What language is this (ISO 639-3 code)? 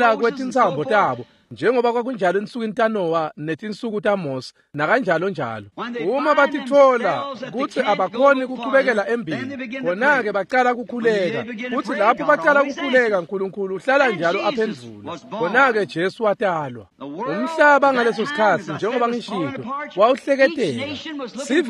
ssw